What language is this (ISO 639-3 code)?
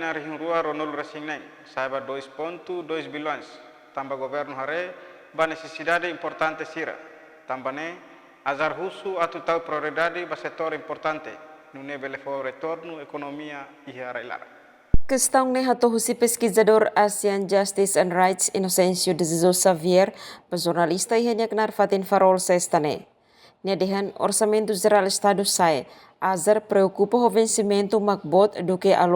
tet